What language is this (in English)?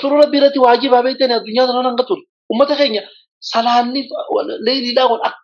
Oromo